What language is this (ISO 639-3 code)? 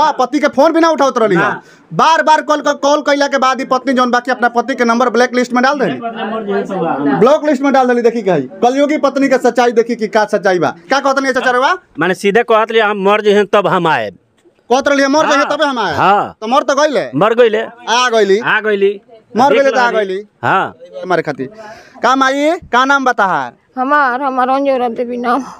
bho